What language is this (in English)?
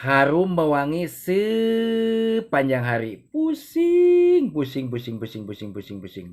Sundanese